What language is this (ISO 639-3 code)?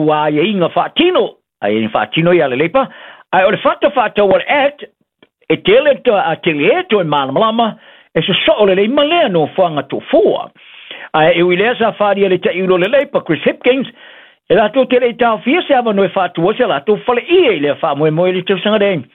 smo